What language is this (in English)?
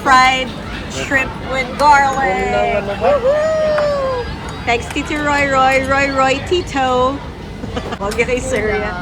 Hiligaynon